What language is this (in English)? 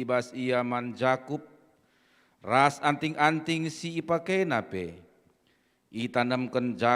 Batak Karo